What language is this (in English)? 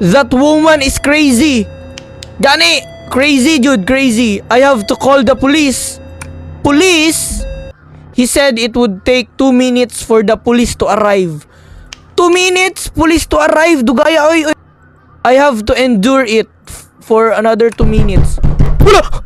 Cebuano